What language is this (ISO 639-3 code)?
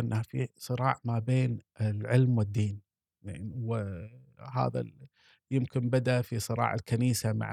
afb